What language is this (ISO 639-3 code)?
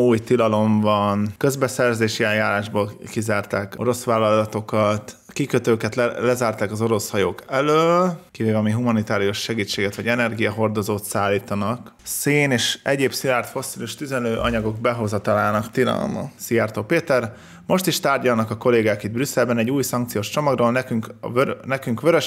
hun